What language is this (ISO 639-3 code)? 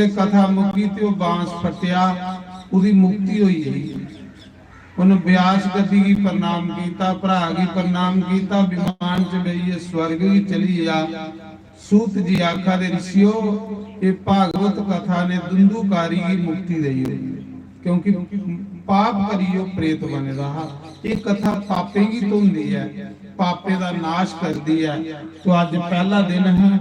doi